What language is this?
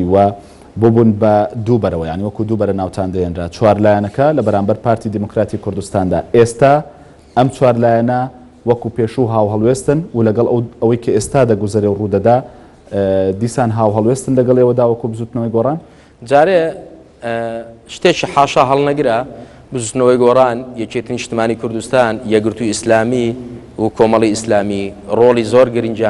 Central Kurdish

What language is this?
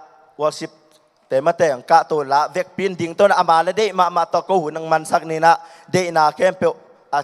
Tedim Chin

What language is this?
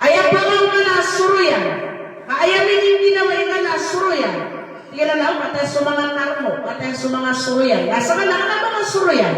Maranao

